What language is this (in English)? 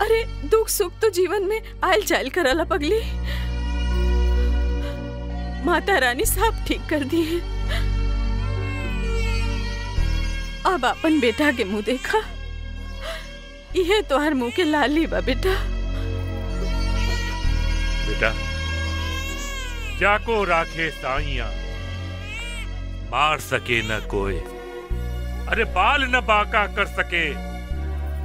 Bhojpuri